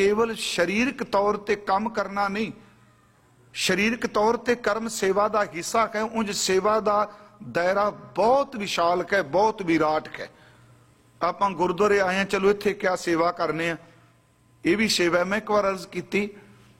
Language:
Punjabi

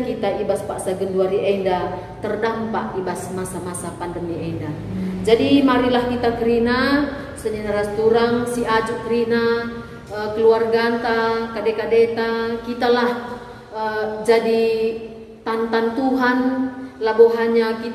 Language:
Batak Karo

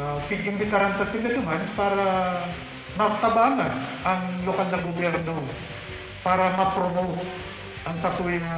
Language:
Bikol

